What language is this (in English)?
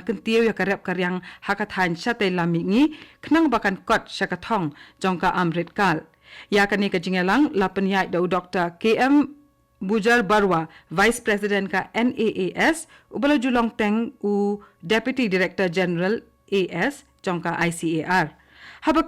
Khasi